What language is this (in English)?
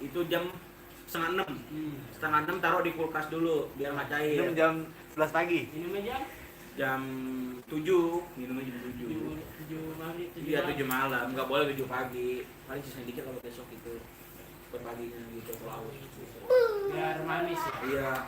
Betawi